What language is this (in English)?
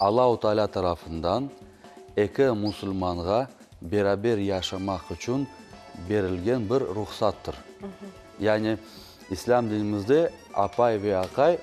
Crimean Tatar